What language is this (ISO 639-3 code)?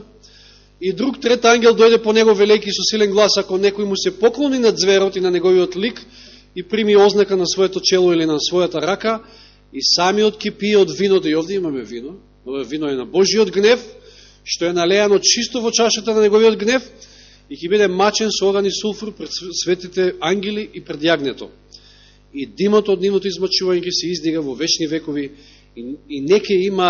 mkd